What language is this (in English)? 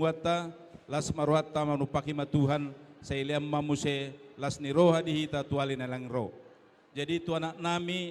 Batak Toba